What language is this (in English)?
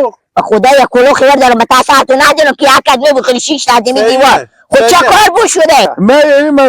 Hazaragi